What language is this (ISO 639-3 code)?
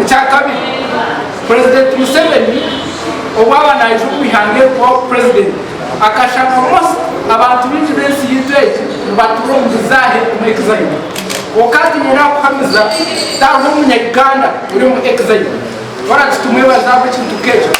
nyn